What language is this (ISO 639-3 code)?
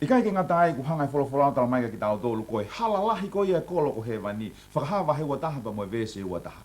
ton